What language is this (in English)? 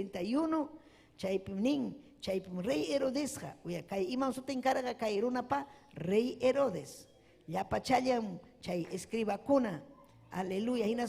Ayacucho Quechua